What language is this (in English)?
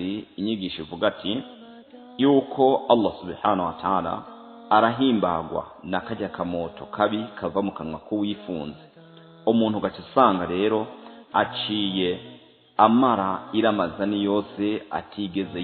Rundi